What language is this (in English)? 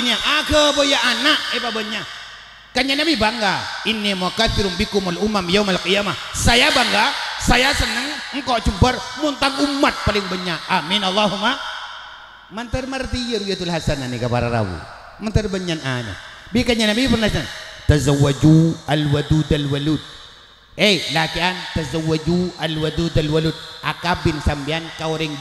Madurese